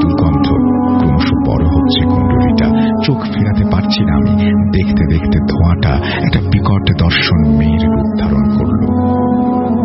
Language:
Bangla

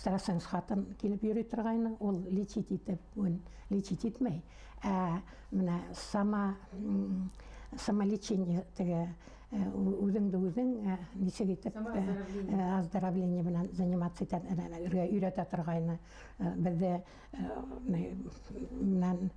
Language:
Bashkir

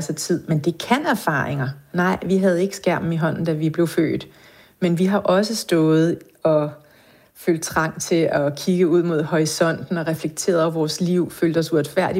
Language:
Danish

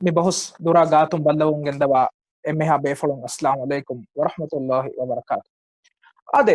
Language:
Divehi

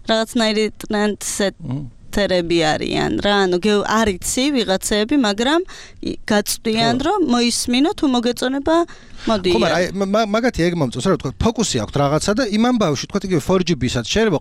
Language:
Georgian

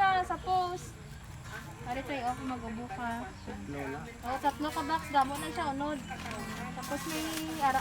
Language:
Hiligaynon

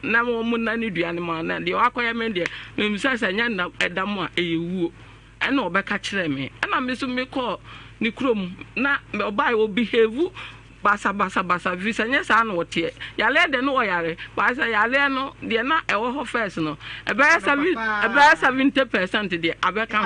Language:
Akan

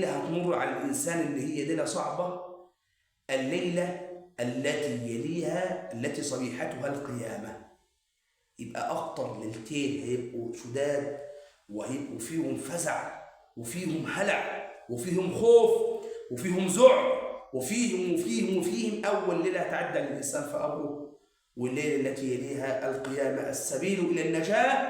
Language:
Egyptian Arabic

